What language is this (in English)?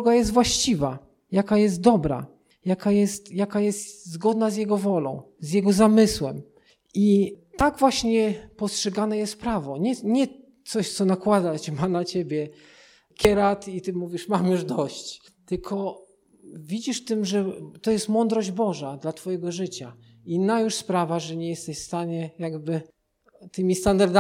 Polish